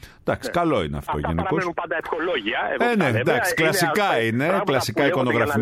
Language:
Greek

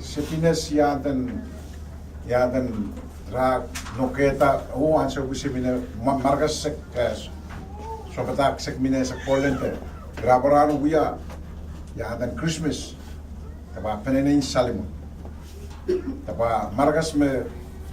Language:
Pohnpeian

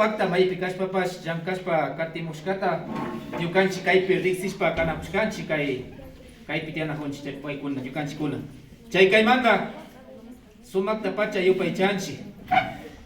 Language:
Imbabura Highland Quichua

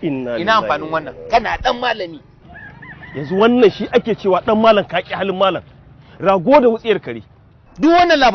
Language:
Hausa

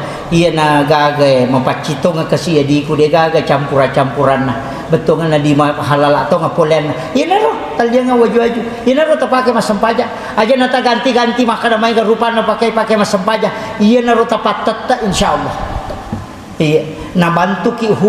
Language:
Buginese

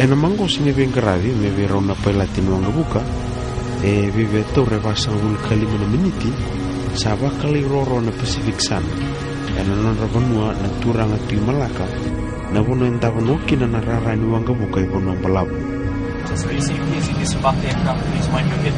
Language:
Fijian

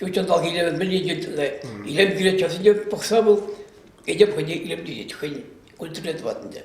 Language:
Chuvash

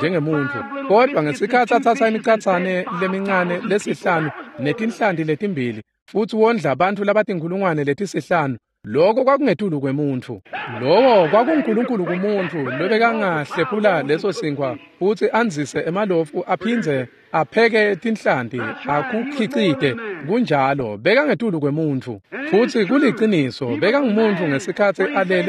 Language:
Swati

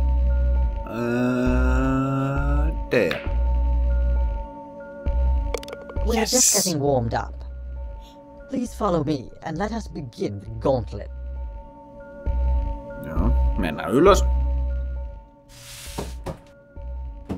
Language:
Finnish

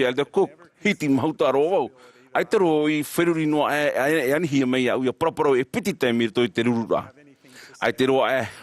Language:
Tahitian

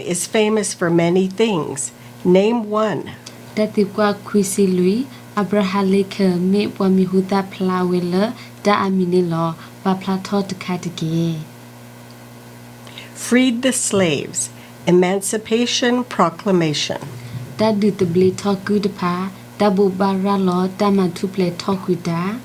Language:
S'gaw Karen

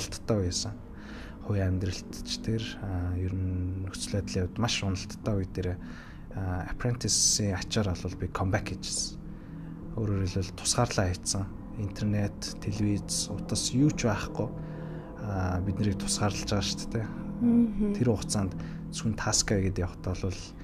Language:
Mongolian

